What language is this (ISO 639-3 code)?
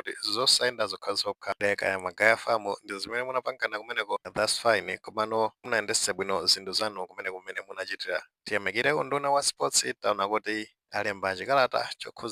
nya